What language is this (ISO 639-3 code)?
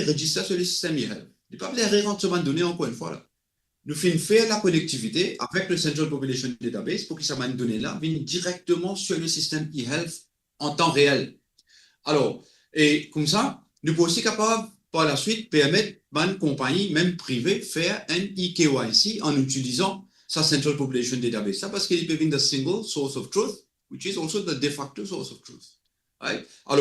mfe